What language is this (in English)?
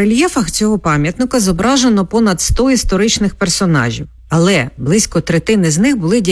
Ukrainian